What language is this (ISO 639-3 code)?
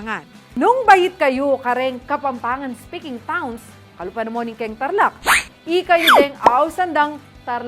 pam